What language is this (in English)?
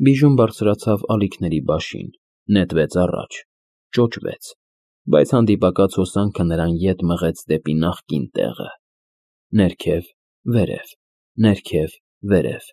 Armenian